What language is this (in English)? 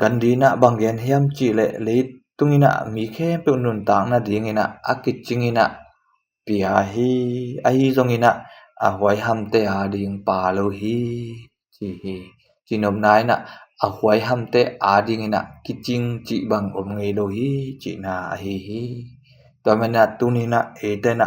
Tedim Chin